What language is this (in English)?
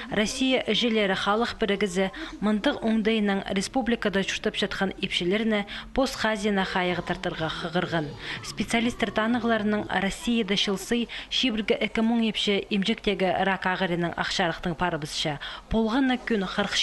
Khakas